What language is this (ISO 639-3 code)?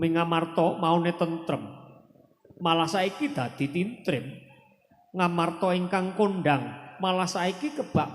jav